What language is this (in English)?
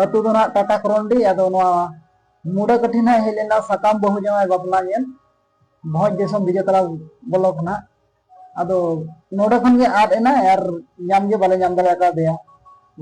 Santali